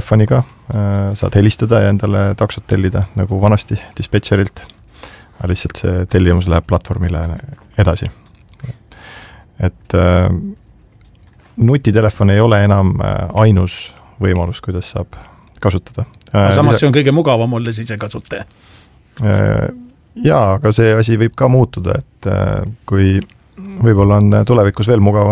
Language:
Estonian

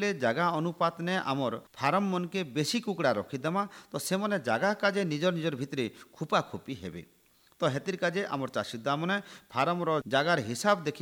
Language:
Odia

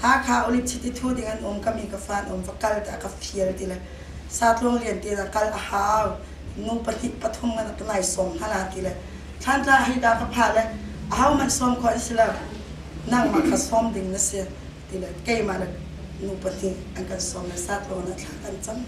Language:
Hakha Chin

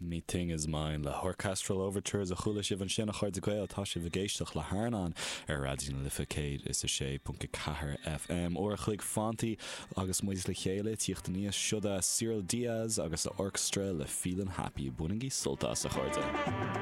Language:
Irish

